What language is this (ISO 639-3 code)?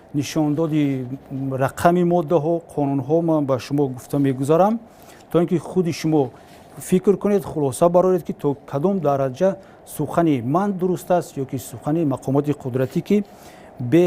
tgk